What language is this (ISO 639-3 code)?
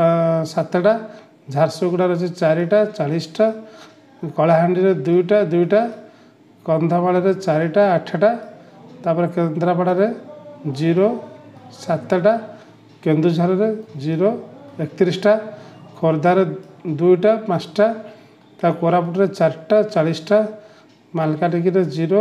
ori